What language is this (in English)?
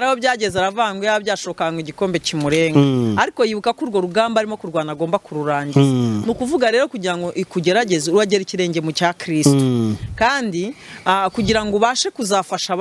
Kinyarwanda